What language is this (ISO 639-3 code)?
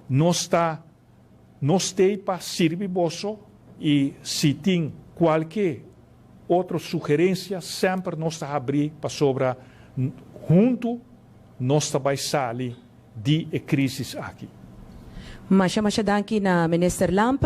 pap